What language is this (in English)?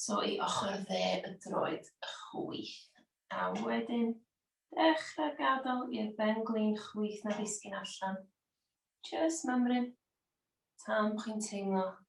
Welsh